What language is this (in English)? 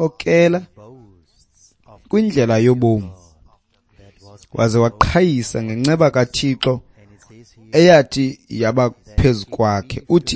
Xhosa